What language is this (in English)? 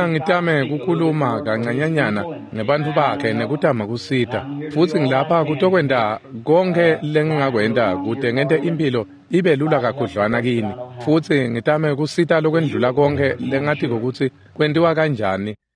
Swati